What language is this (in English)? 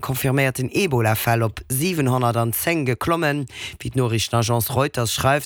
Luxembourgish